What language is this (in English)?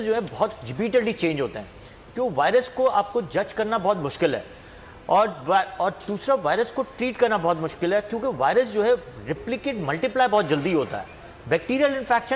Urdu